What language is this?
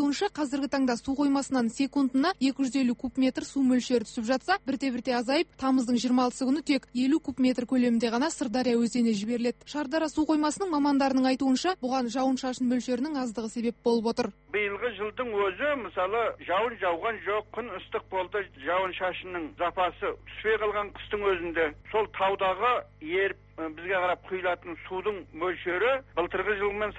Kazakh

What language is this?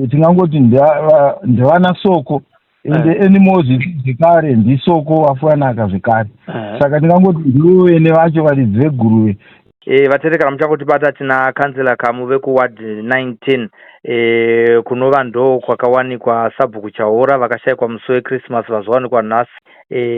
Shona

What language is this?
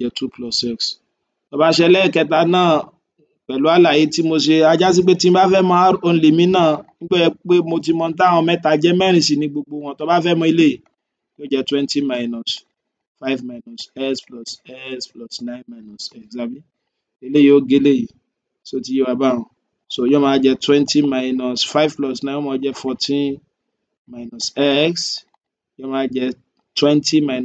Yoruba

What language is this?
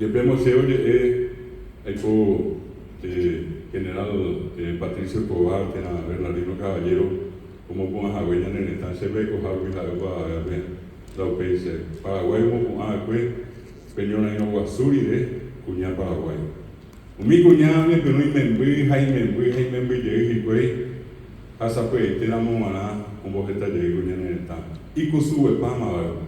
Guarani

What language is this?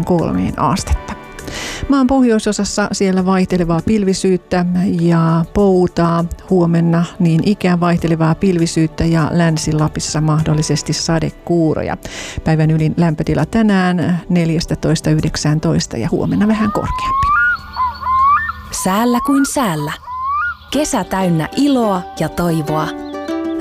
Finnish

